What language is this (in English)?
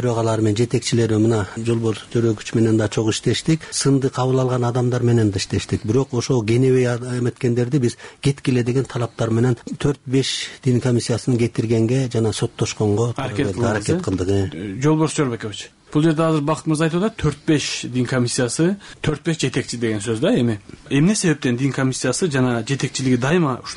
Kyrgyz